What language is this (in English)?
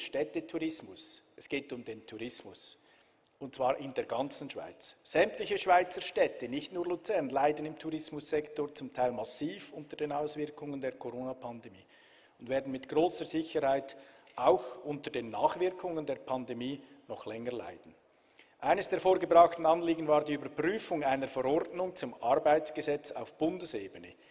German